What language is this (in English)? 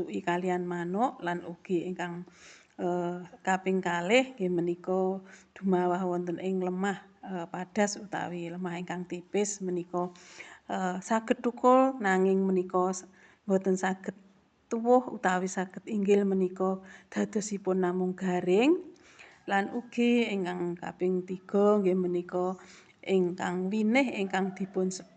Javanese